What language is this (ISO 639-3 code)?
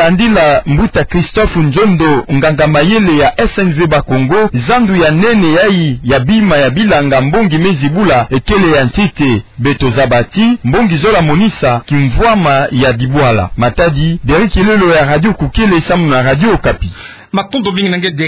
ktu